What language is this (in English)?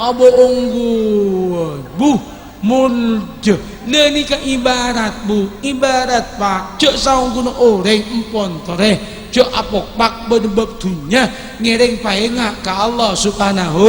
Madurese